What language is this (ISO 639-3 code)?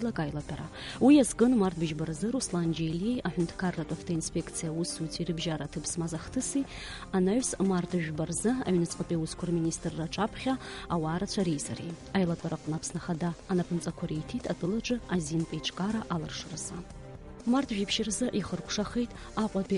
abk